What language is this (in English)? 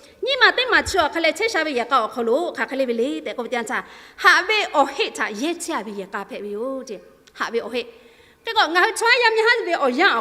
Lahu